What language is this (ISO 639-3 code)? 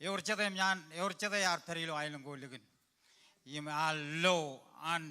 mah